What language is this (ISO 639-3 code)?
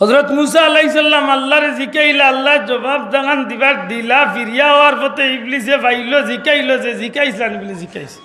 syl